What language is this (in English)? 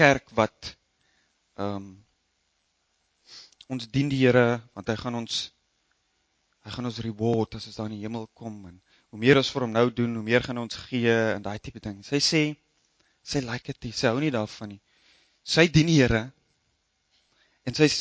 Afrikaans